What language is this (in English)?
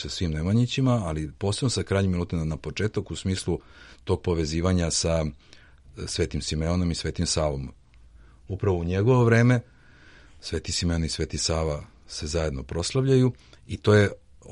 Serbian